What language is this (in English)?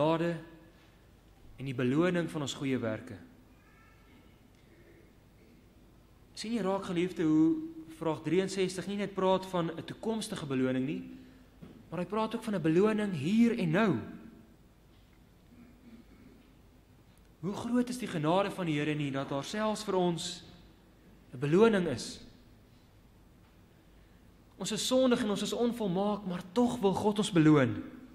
Afrikaans